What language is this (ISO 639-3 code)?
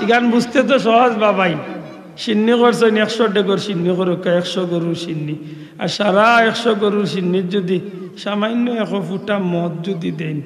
syl